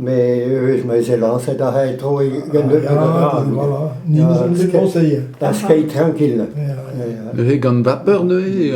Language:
Breton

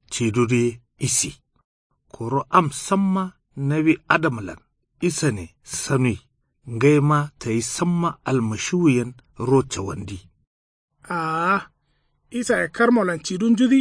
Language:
Kanuri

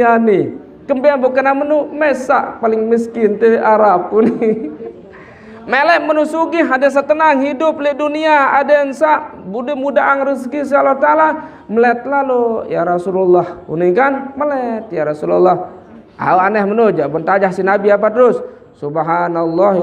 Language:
Sasak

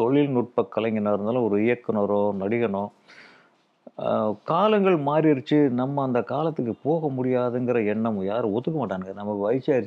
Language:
Tamil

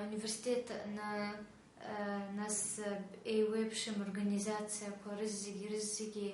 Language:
Abkhazian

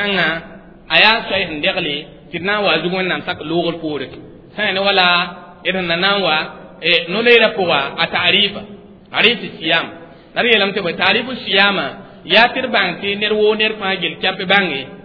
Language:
Mossi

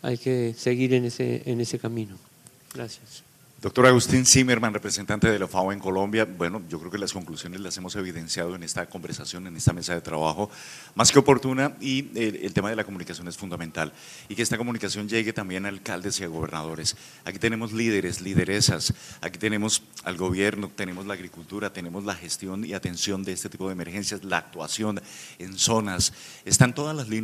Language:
Spanish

